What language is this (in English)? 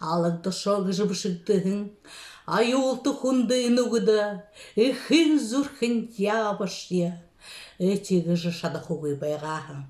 Buriat